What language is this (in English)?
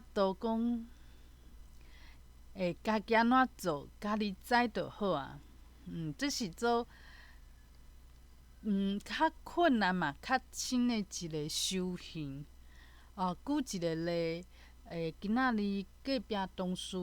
Min Nan Chinese